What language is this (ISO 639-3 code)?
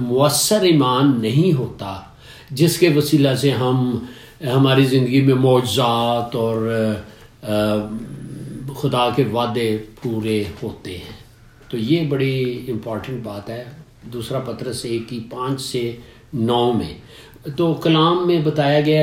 urd